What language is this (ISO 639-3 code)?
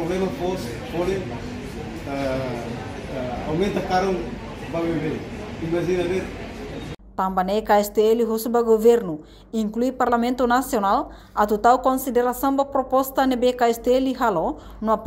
tet